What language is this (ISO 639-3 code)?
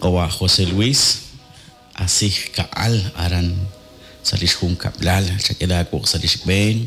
kek